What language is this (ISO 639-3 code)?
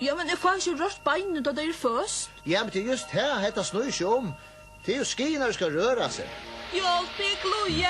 fao